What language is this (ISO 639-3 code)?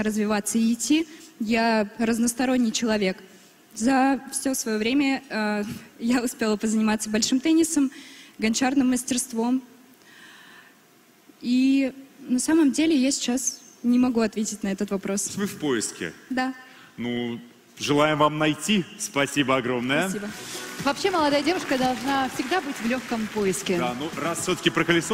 rus